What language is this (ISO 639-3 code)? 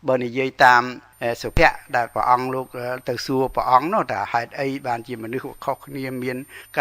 khm